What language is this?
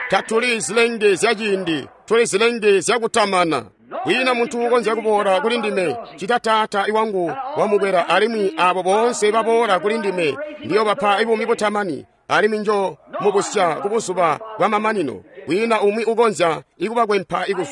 Tonga (Zambia)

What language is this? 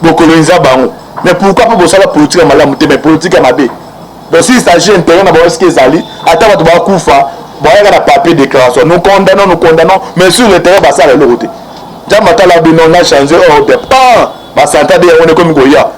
Lingala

